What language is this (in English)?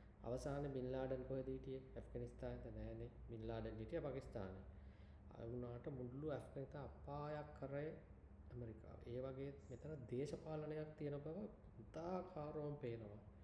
Sinhala